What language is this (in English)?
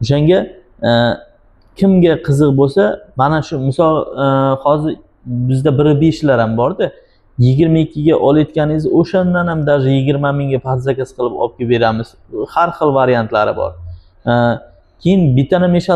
Uzbek